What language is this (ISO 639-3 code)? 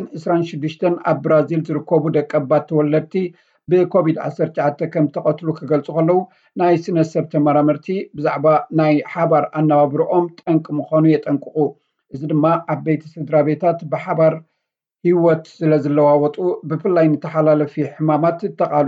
tir